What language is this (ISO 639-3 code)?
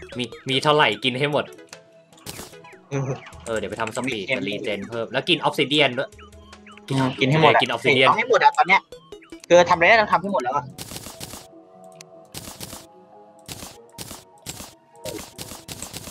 tha